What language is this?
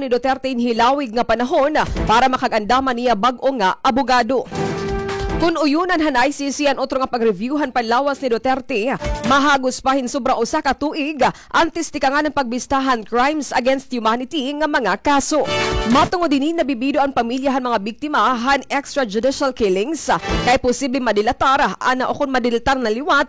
Waray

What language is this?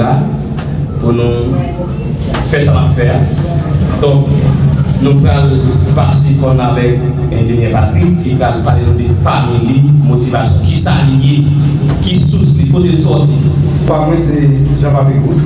Haitian Creole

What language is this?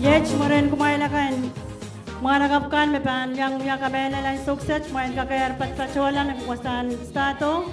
Pohnpeian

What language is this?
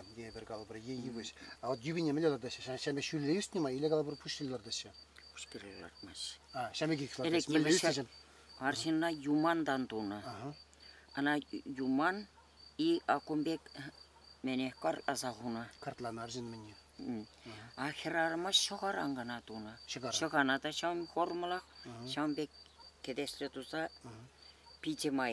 Chuvash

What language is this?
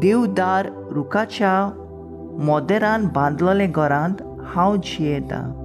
Konkani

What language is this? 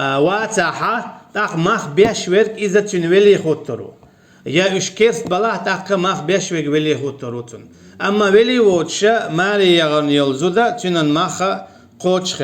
Chechen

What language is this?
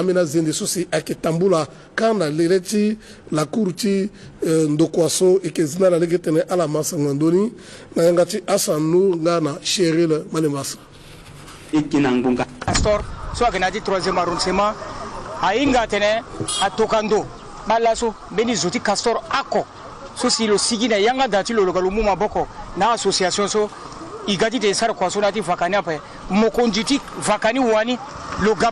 Sango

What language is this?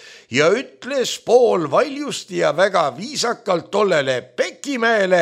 Estonian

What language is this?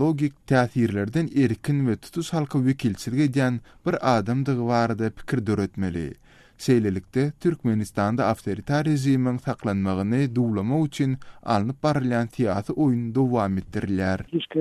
Turkmen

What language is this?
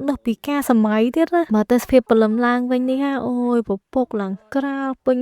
Khmer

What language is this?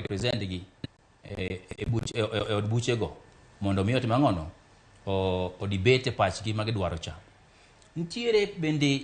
Luo (Kenya and Tanzania)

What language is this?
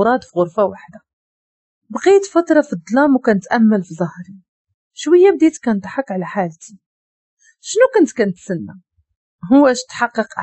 Moroccan Arabic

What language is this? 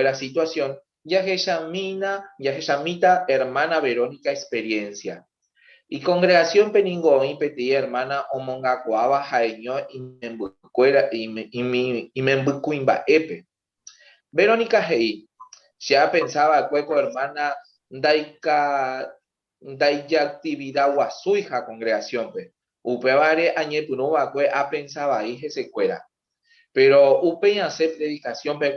Guarani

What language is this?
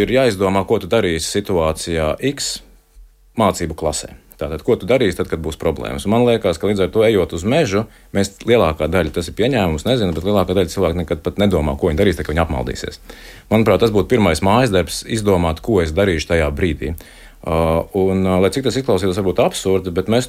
Latvian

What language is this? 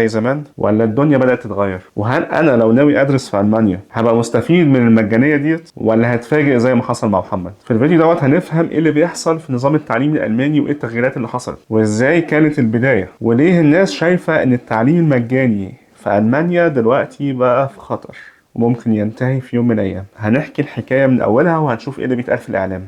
Egyptian Arabic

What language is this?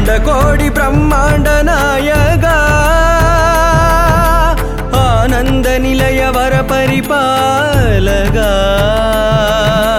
Tamil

